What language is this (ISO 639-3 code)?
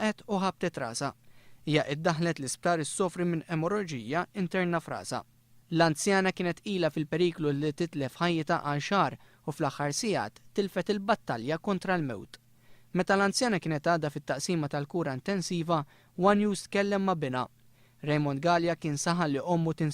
mlt